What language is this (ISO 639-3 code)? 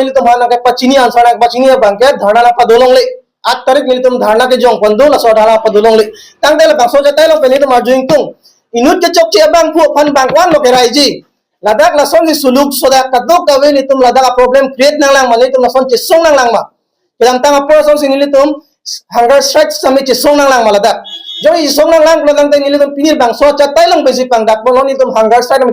mjw